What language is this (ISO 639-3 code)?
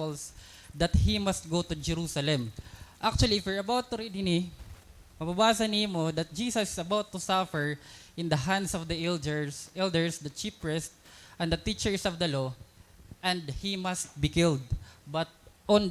war